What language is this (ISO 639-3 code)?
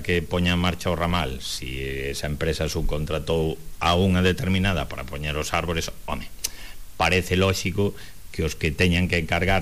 glg